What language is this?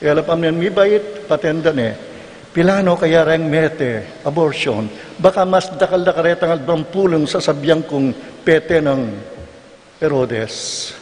Pampanga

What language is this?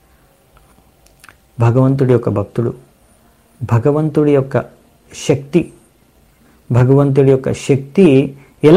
Telugu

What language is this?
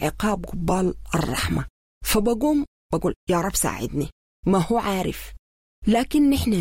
Sudanese Arabic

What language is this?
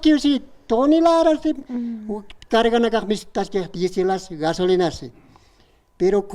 Aymara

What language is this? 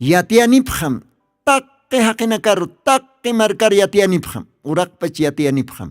Aymara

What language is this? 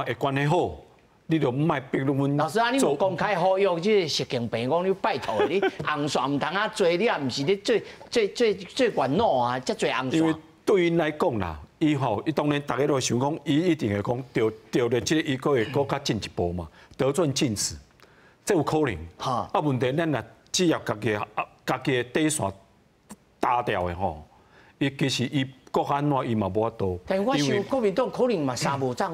Min Nan Chinese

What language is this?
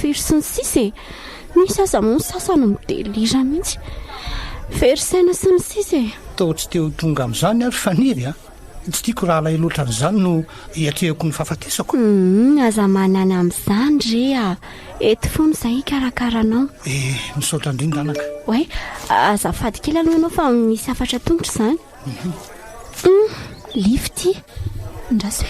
Malagasy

